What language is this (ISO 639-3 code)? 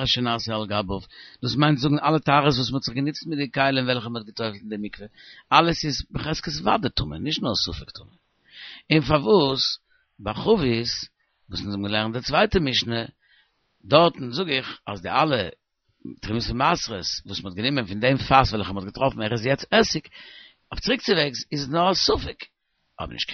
yid